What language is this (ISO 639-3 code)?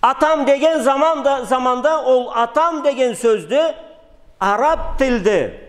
krc